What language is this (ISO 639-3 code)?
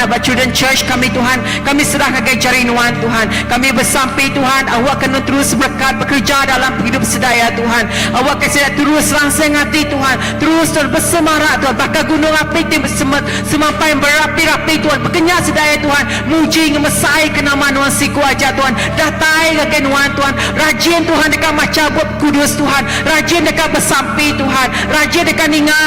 iba